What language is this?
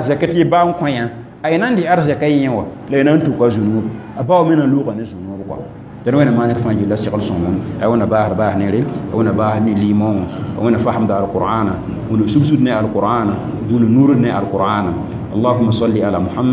Mossi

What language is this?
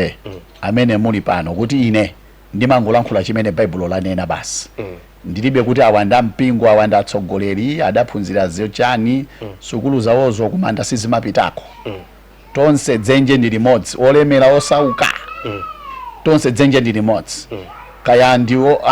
Nyanja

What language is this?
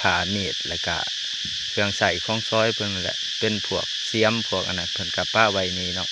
Lao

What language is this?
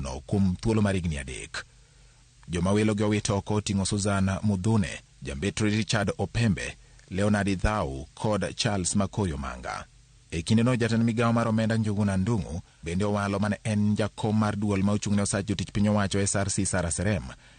Luo (Kenya and Tanzania)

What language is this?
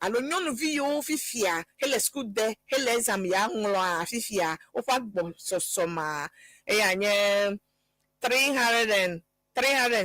Ewe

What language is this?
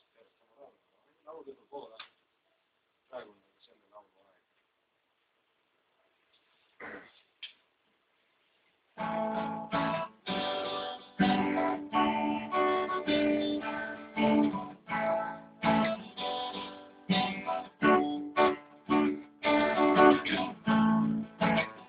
Estonian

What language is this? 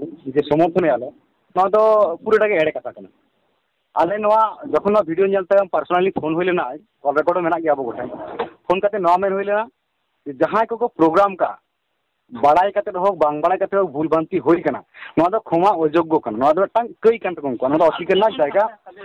Santali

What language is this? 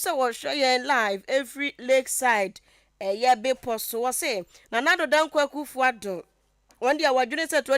Akan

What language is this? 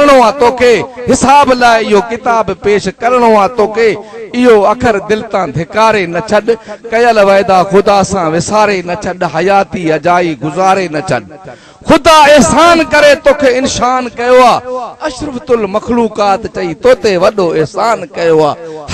Sindhi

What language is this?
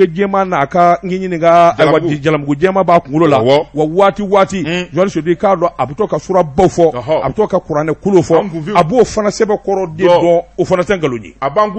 Bambara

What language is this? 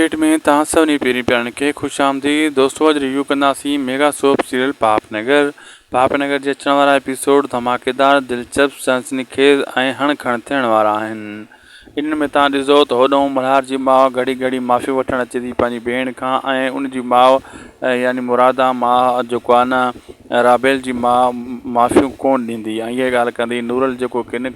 Sindhi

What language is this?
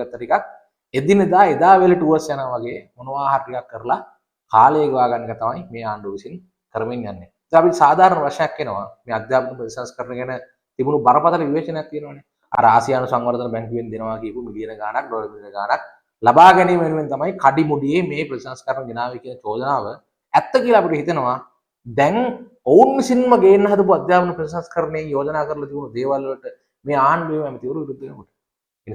Sinhala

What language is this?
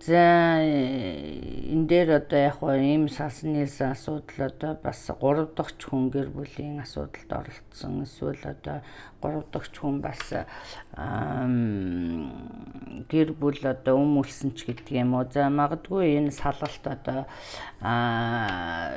Mongolian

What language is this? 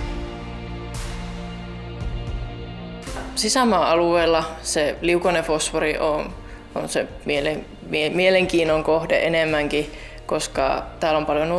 Finnish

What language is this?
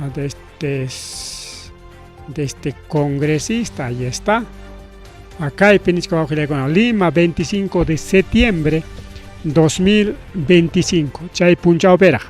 Ayacucho Quechua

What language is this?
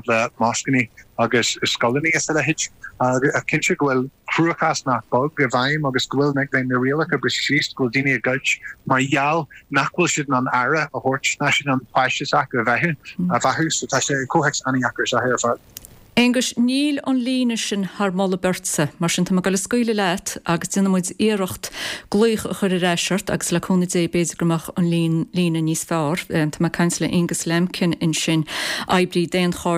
Irish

